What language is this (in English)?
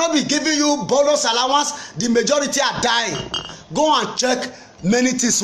Nigerian Pidgin